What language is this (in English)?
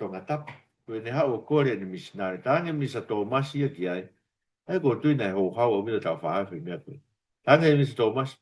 Tongan